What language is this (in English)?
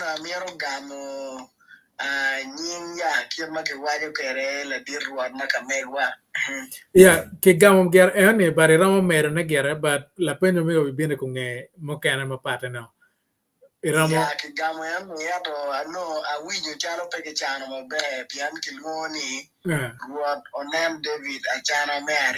Acoli